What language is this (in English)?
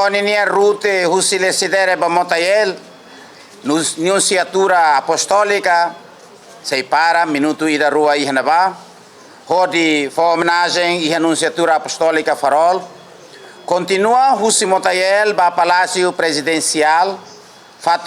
Tetum